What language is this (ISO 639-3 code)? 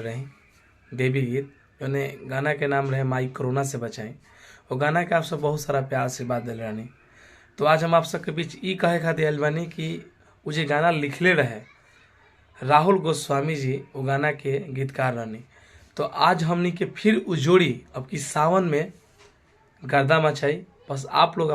bho